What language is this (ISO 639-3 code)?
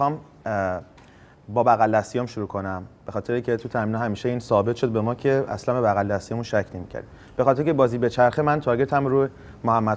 fas